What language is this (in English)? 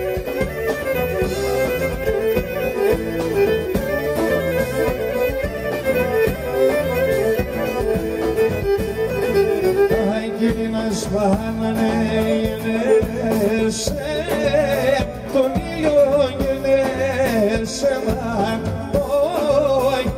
Greek